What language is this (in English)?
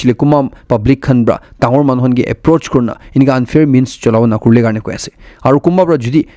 Naga Pidgin